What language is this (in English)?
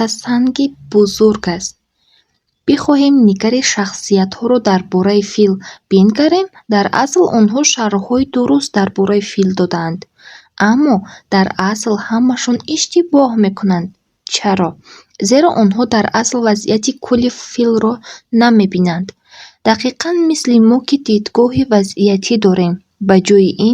Tajik